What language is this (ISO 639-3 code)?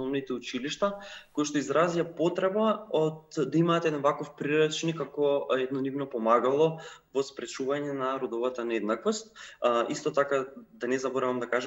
mkd